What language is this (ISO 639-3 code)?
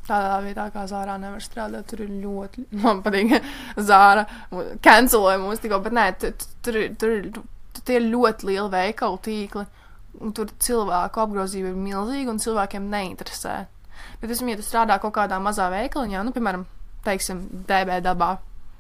lav